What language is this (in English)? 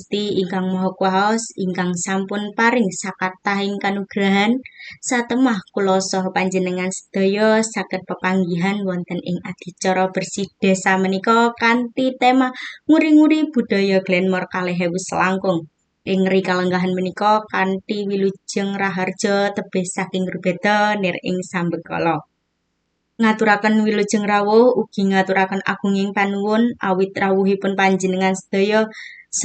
Javanese